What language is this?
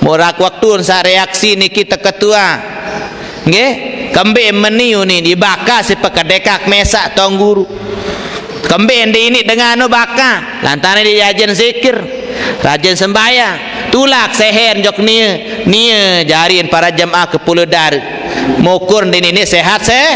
Sasak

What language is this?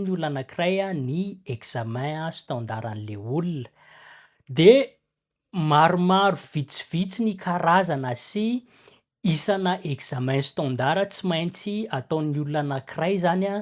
Malagasy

